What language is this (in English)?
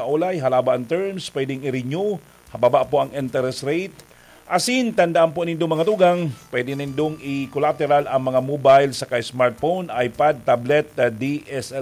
Bikol